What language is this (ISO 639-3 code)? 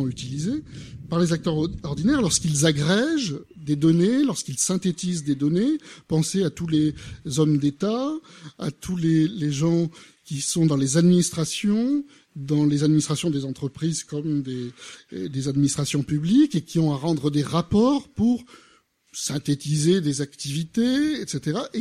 fra